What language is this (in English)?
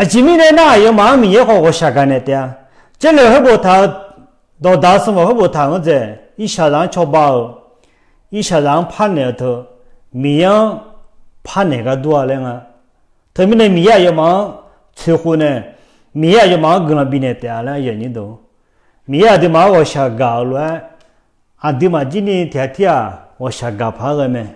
Akha